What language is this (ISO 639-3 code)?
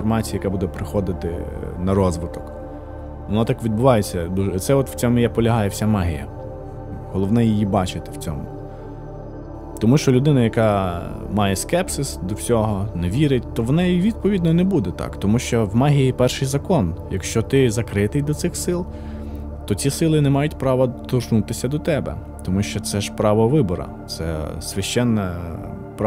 ukr